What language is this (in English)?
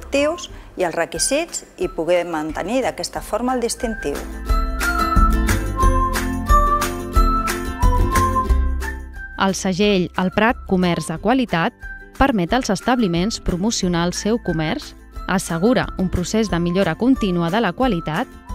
Catalan